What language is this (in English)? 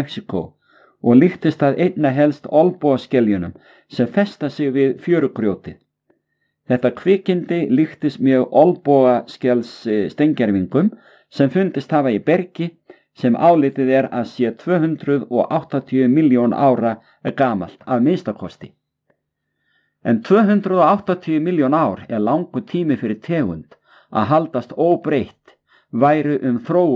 Icelandic